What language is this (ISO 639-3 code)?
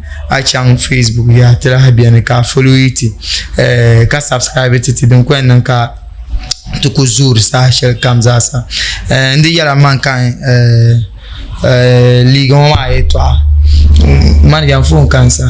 dag